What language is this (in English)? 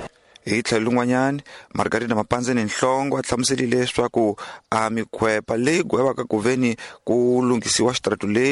Tsonga